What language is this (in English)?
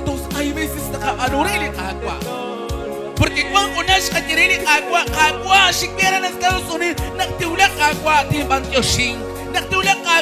Kekchí